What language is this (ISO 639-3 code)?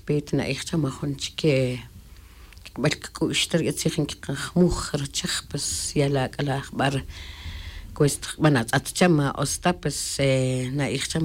tzj